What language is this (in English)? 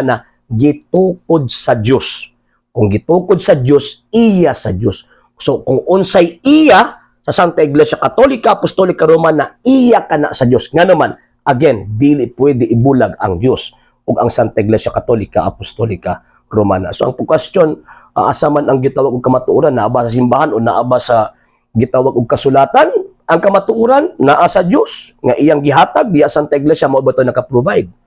Cebuano